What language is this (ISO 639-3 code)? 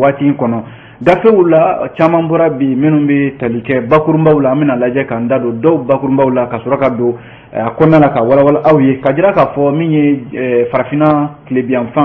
bam